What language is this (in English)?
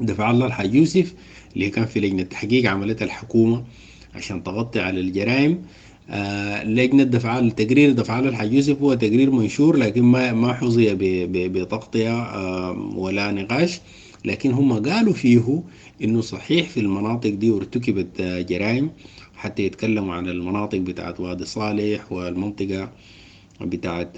Sudanese Arabic